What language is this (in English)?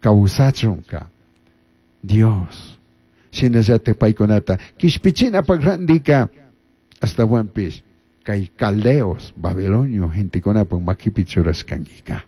Chimborazo Highland Quichua